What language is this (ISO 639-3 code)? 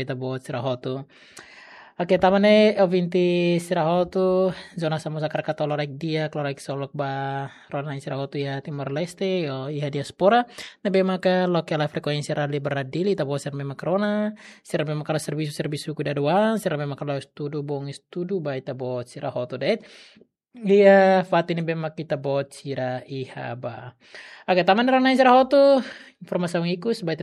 tet